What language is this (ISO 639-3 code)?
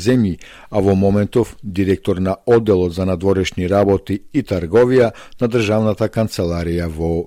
mkd